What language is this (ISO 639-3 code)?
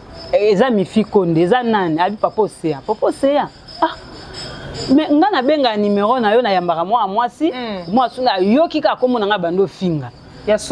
lin